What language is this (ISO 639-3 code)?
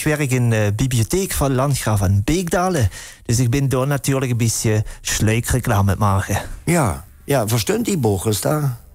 lim